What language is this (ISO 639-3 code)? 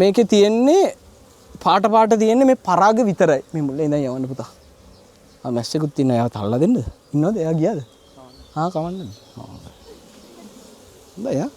sin